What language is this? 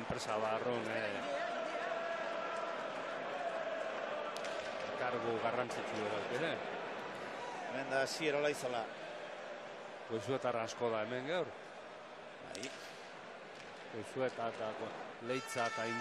Basque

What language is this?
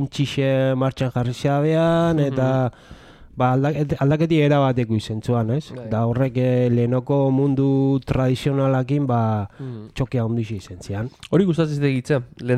Basque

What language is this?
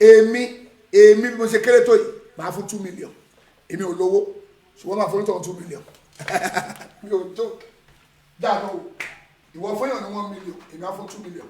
Yoruba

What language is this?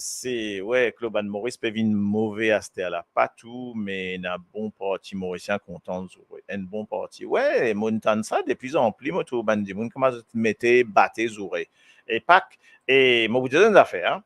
Morisyen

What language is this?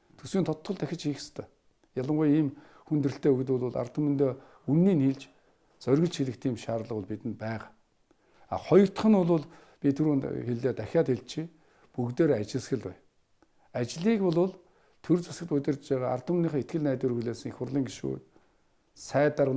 Mongolian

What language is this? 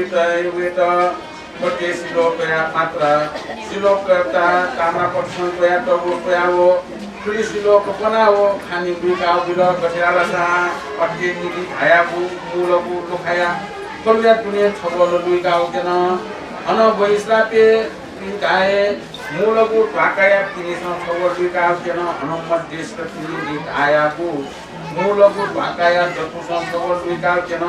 Newari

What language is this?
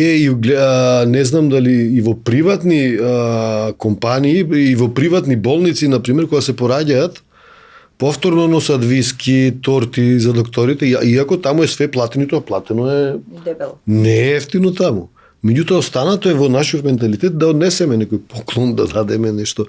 Macedonian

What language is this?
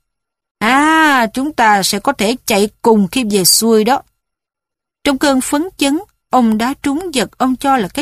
Vietnamese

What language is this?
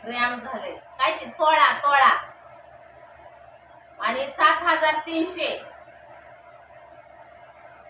Marathi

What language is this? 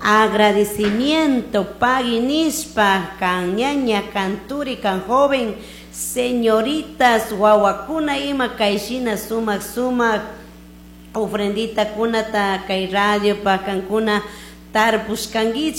Chimborazo Highland Quichua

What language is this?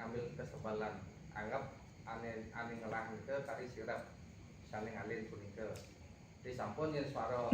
Balinese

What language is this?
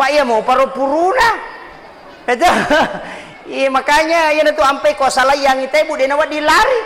Buginese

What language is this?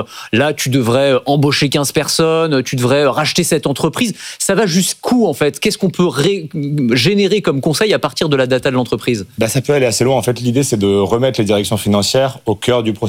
French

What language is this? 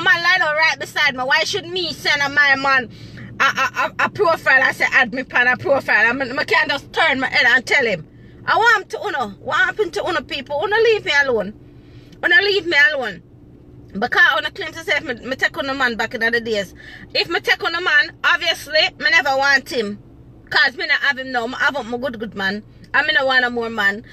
Jamaican Creole English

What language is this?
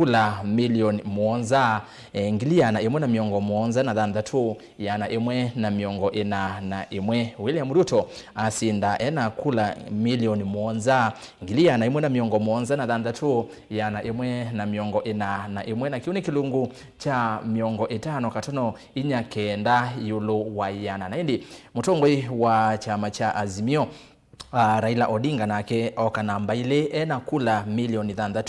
Kamba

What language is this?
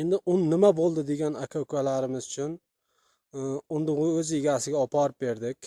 Uzbek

